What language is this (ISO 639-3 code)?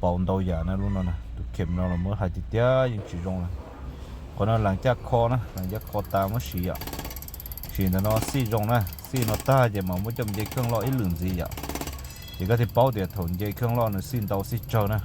hmn